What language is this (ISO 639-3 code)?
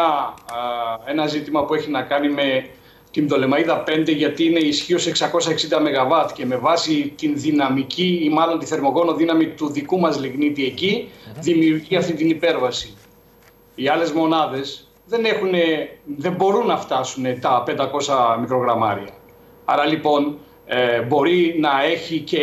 ell